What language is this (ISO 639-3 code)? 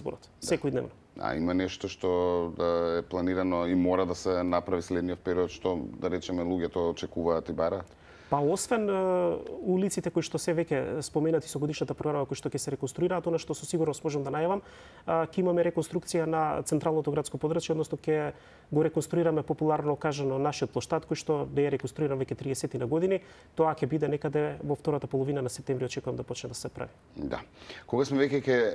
mkd